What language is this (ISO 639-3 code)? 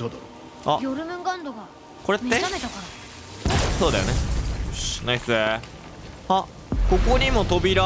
jpn